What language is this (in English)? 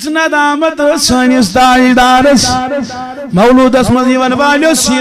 Kashmiri